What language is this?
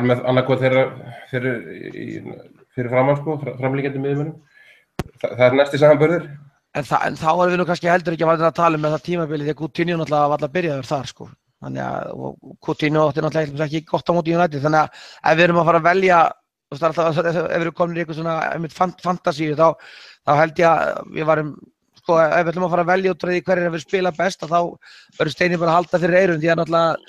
Icelandic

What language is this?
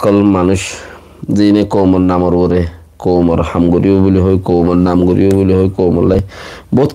Rohingya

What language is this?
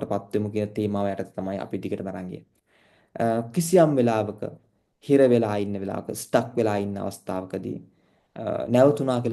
Sinhala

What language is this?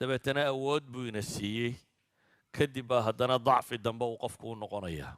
Somali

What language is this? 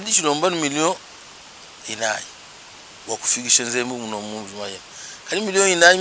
Luba-Lulua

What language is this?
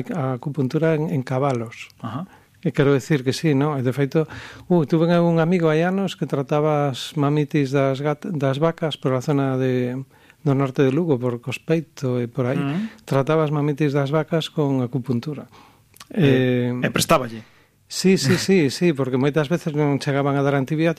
Galician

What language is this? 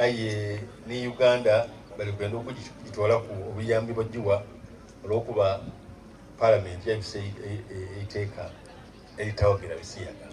Soga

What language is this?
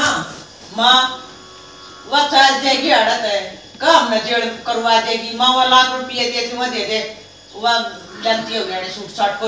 Haryanvi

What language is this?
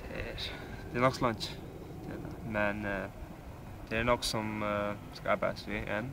Faroese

